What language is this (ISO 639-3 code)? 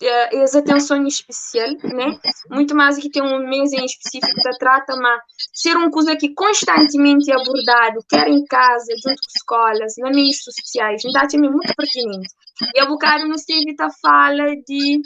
kea